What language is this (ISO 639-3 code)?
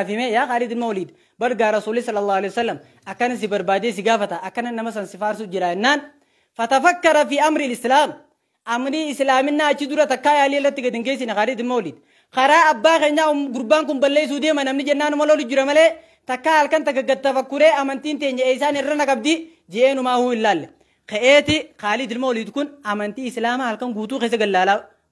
orm